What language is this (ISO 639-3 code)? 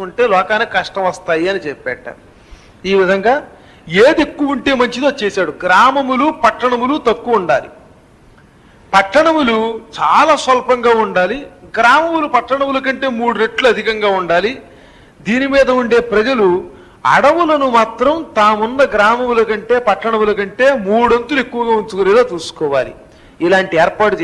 tel